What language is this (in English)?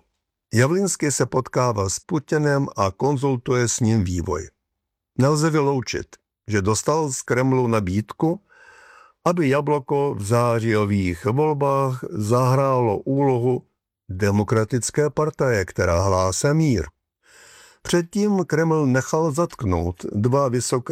Czech